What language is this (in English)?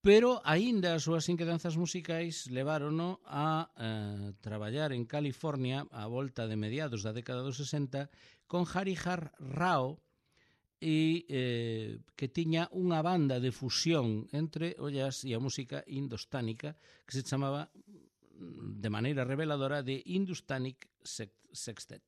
Galician